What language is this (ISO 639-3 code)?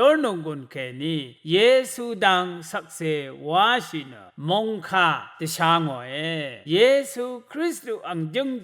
raw